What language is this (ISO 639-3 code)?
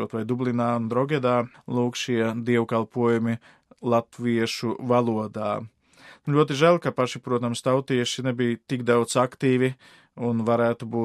lav